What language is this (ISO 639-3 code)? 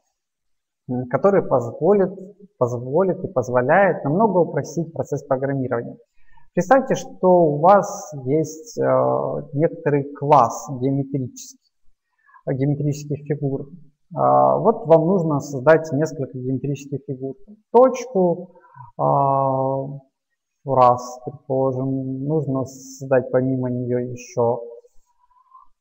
rus